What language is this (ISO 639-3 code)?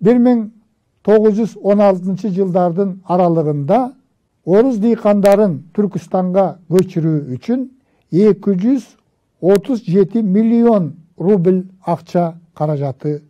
kir